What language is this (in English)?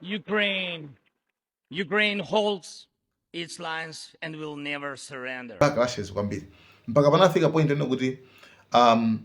Nyanja